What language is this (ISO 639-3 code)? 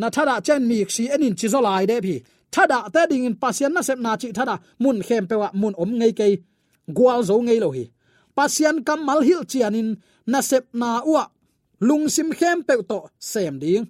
ctd